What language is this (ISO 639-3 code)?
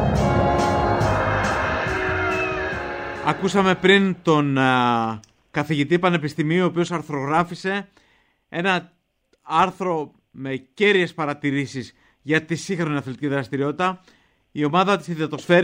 ell